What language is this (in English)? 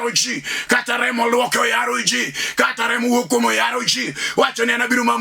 Luo (Kenya and Tanzania)